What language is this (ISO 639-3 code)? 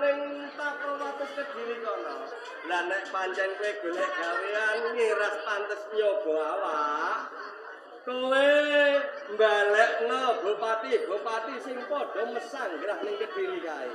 jav